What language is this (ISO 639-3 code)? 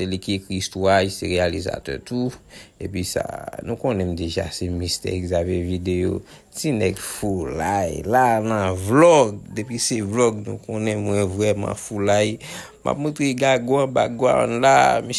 hat